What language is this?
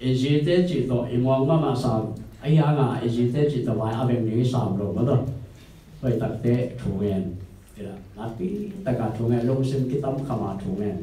Tedim Chin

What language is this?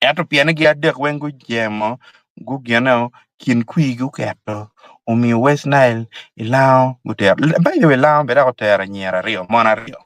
Acoli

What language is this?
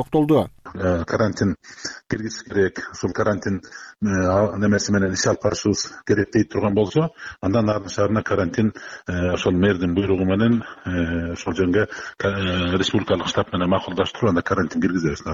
Kyrgyz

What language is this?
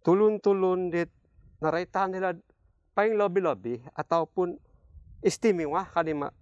Central Dusun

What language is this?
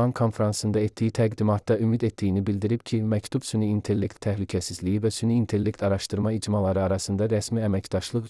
Azerbaijani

